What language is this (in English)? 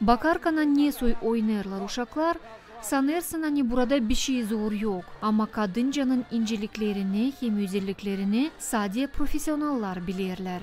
Gagauz